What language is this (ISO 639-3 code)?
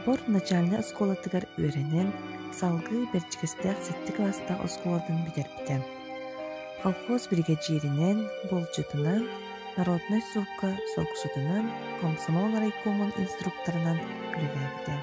sah